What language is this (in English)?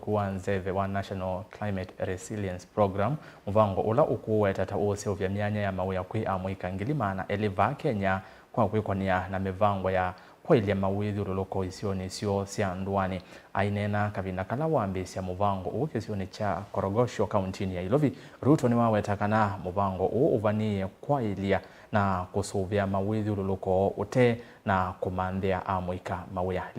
Kamba